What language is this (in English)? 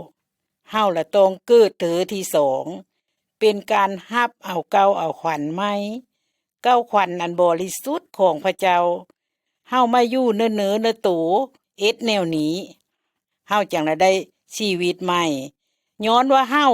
Lao